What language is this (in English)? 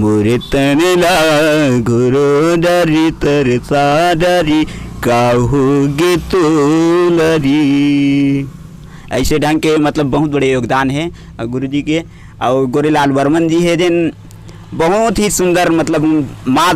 Chhattisgarhi